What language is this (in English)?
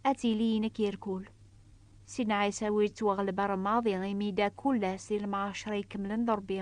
Kabyle